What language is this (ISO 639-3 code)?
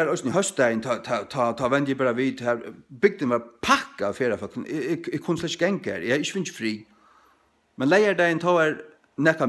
fao